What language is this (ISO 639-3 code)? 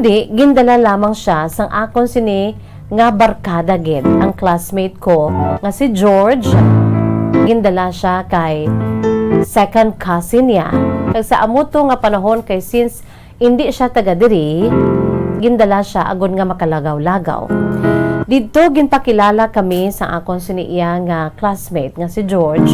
hil